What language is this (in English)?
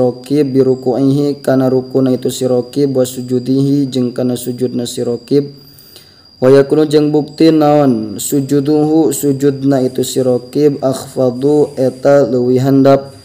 Sundanese